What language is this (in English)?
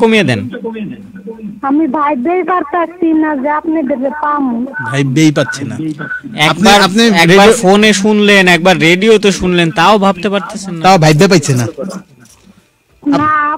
Bangla